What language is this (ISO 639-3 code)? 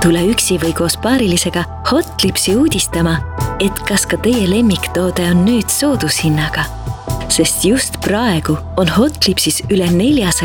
est